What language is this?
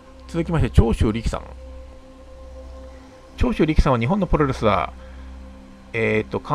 Japanese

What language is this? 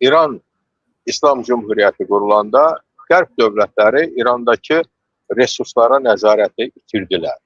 Azerbaijani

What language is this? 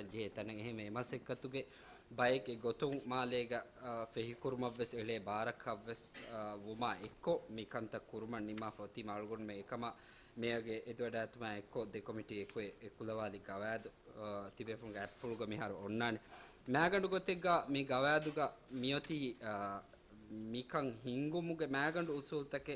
Divehi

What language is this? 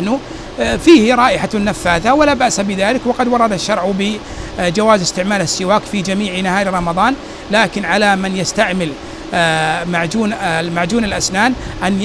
Arabic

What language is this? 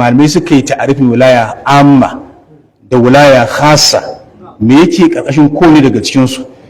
Hausa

